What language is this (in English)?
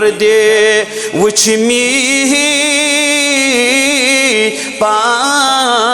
Kashmiri